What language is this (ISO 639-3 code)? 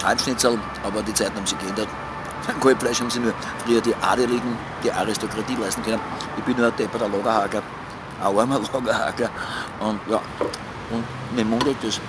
bar